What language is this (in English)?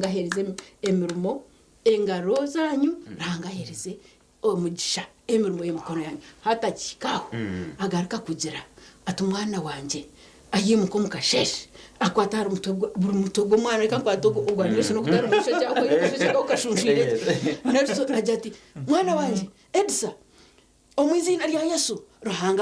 Nyankole